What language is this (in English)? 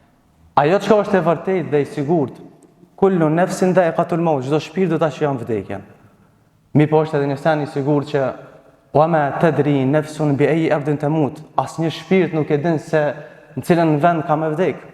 Albanian